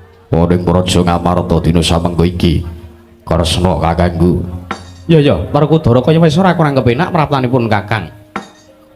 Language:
Javanese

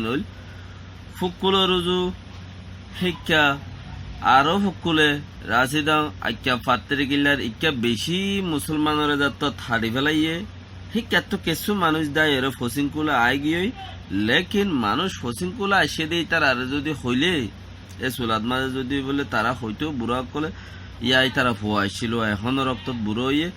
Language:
Rohingya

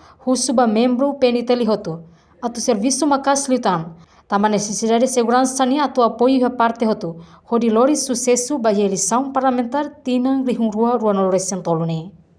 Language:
Tetum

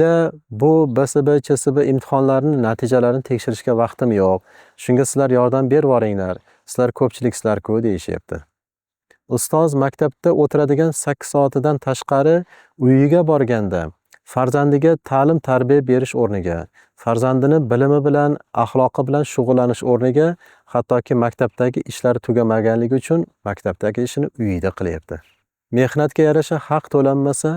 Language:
Uzbek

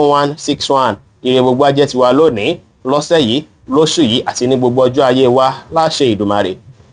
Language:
Yoruba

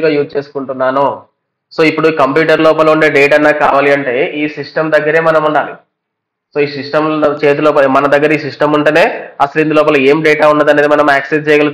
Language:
Telugu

